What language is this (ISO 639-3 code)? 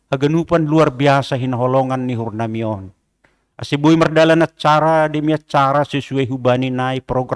bts